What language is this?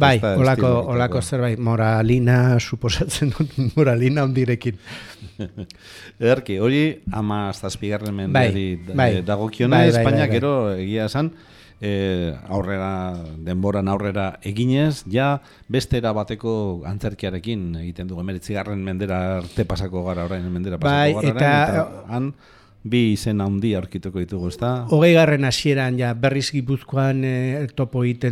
Basque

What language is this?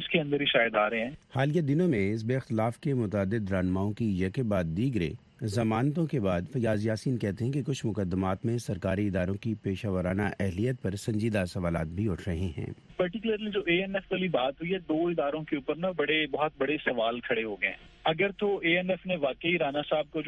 Urdu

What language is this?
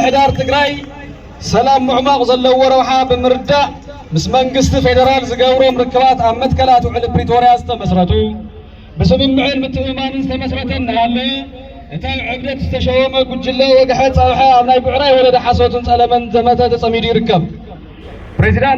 Tigrinya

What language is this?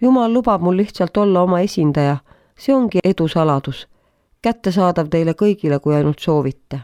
Estonian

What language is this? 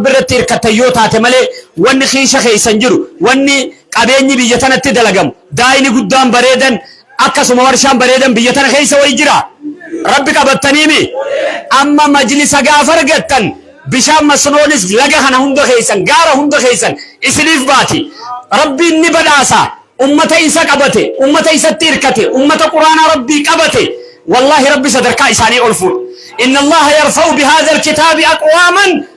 Oromo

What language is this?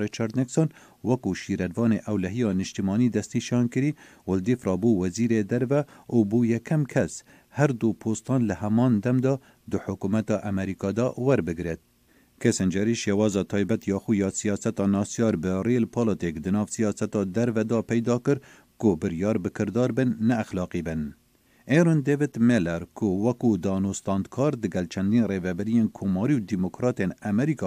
Kurdish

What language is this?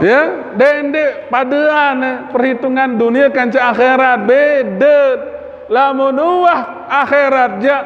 Sasak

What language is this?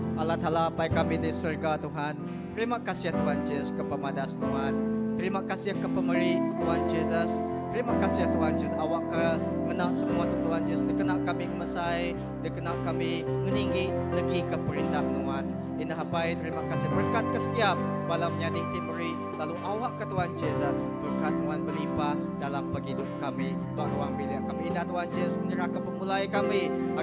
Iban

